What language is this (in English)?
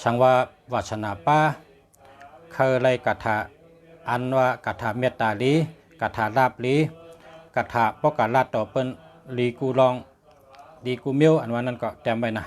Shan